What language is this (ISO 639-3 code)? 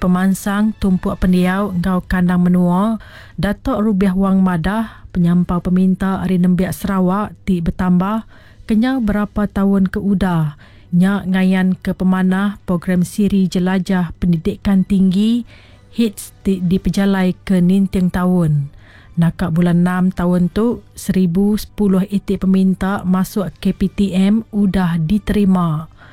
iba